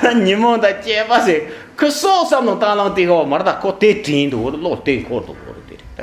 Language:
Tibetan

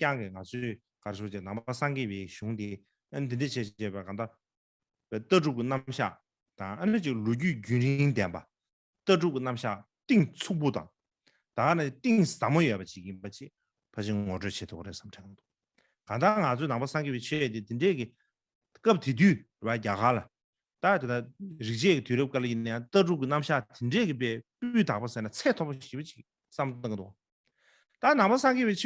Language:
Tibetan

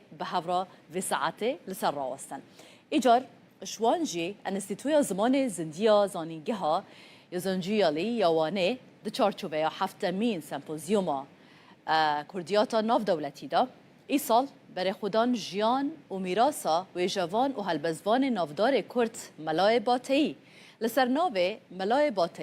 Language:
Kurdish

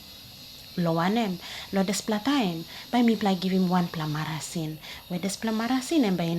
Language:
Tok Pisin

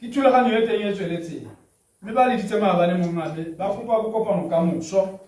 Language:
Tswana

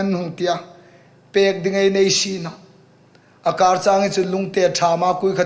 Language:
Hmar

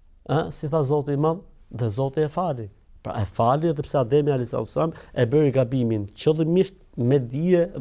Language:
Albanian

